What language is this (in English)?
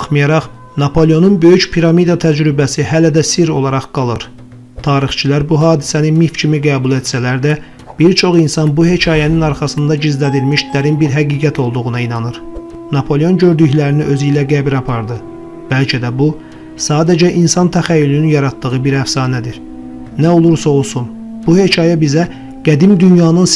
Azerbaijani